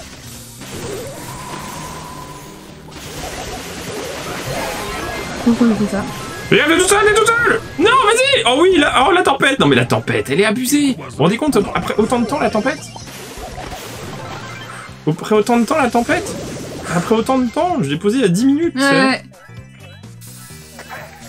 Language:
French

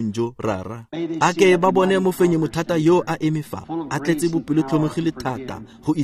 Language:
Tswana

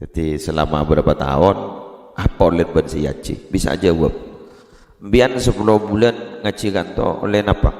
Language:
Madurese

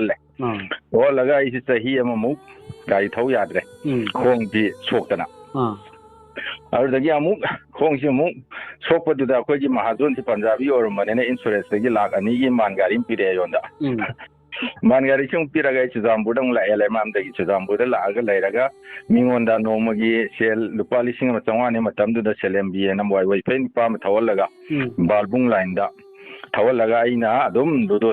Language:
Manipuri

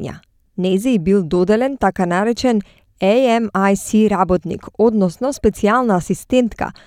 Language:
Macedonian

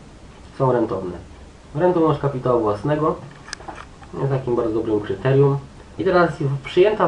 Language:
Polish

